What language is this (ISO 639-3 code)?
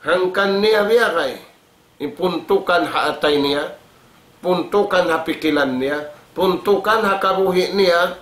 tsg